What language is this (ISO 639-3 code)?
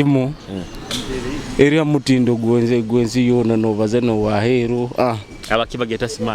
nyo